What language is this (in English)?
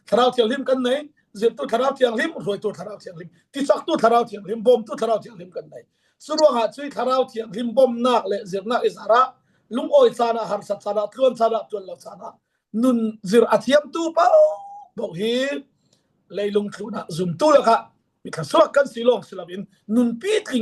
Falam Chin